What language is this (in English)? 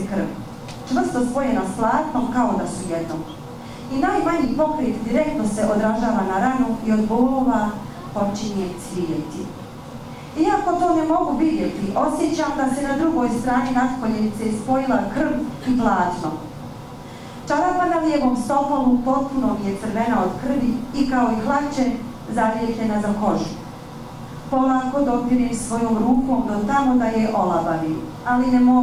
Bosnian